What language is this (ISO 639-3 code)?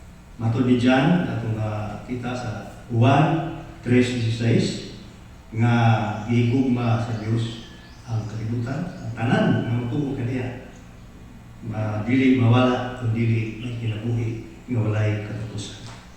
ceb